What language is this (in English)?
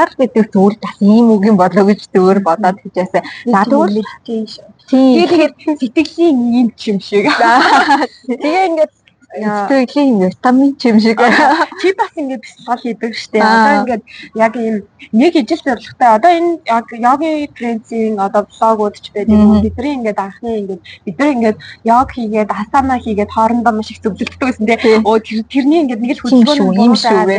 Mongolian